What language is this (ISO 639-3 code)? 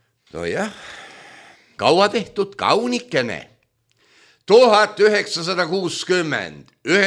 est